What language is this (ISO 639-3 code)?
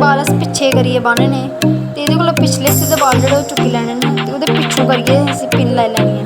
doi